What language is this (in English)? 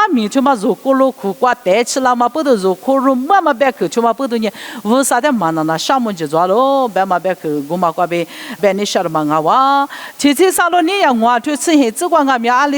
Lisu